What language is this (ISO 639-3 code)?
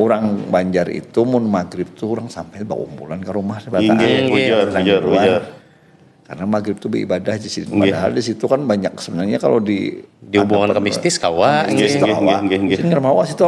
bjn